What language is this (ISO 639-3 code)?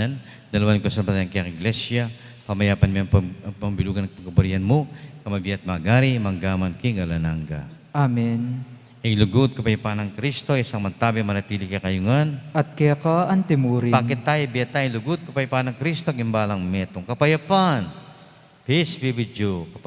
pam